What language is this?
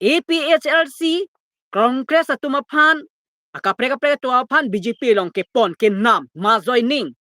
Karbi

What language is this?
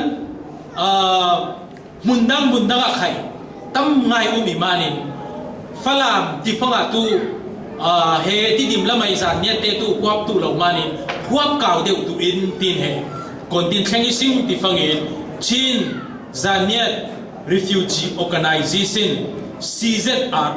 Falam Chin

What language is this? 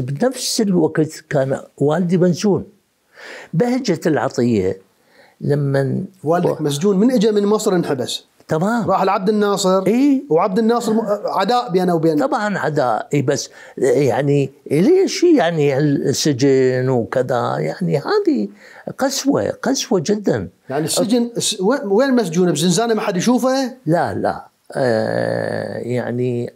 Mesopotamian Arabic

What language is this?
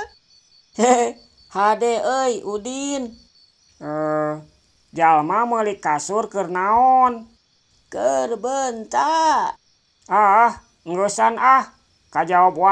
Sundanese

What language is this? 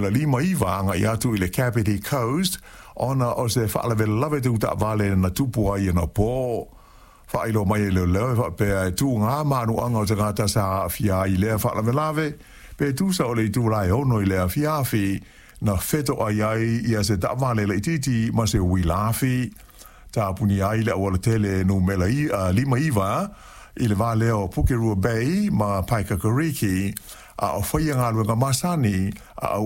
Samoan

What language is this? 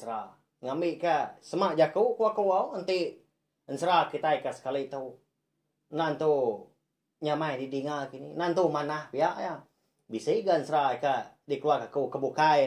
Iban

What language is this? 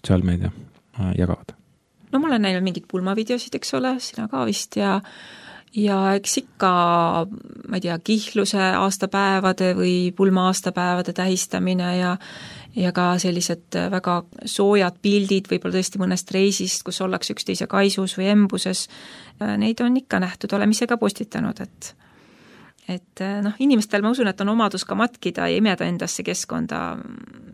Estonian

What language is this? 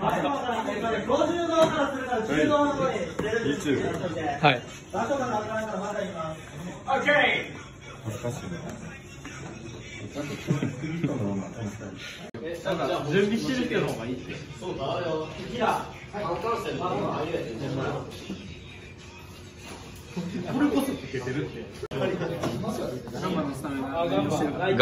Japanese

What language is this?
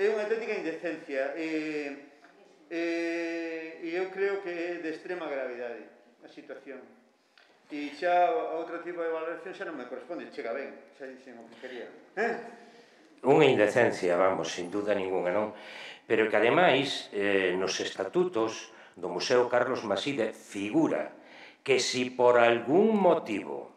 Galician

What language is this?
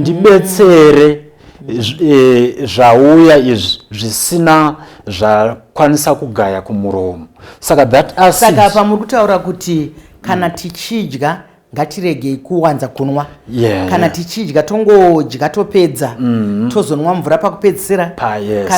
Shona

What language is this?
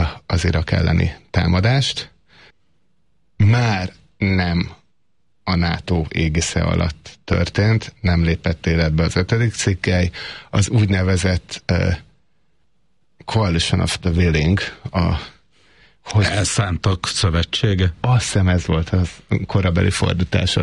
Hungarian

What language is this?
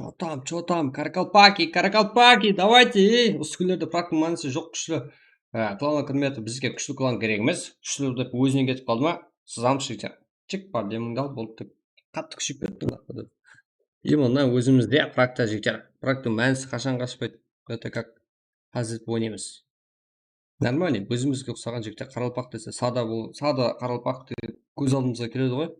Kara-Kalpak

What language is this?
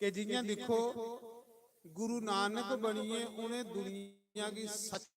Dogri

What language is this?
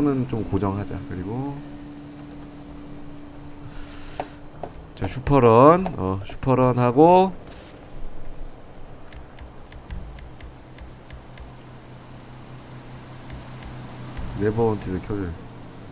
Korean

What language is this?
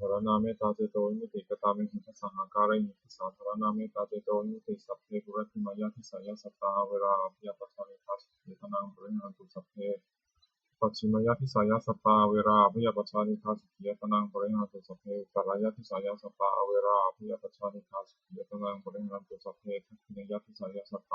Pali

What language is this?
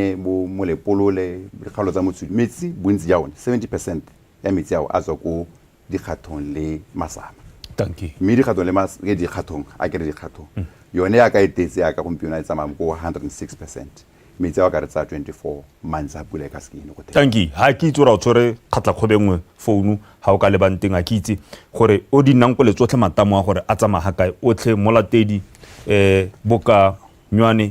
Tswana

